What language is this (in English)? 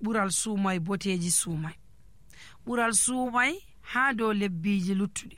Nigerian Fulfulde